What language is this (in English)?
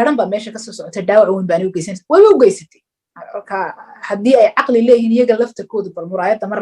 Somali